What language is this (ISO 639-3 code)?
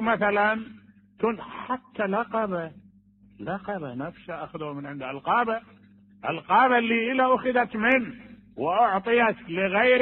acm